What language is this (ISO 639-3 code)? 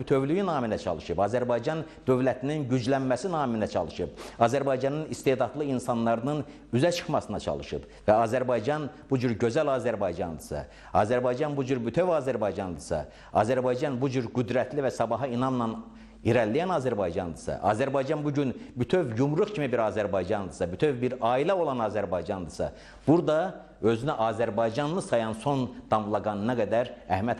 aze